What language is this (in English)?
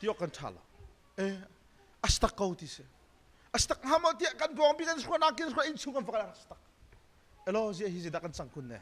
Hakha Chin